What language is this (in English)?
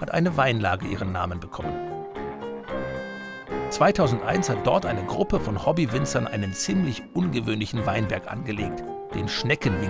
German